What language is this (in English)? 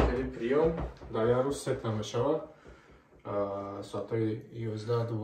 Tajik